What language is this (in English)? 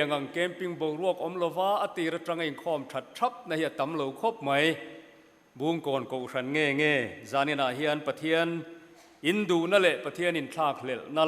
Mizo